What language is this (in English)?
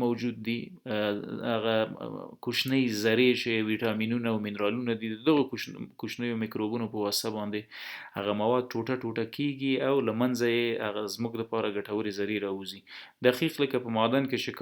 Pashto